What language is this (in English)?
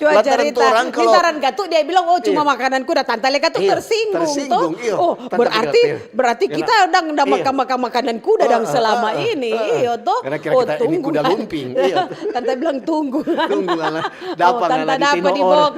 Manado Malay